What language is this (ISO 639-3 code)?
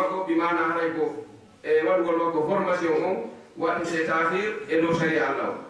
ful